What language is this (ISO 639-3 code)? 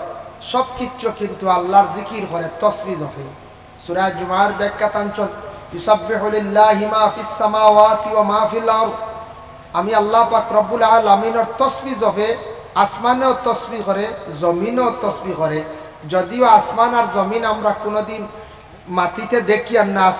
syl